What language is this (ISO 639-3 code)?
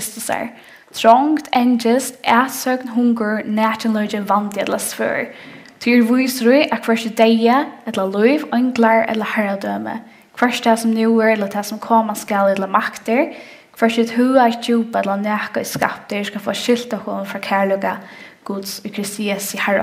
fao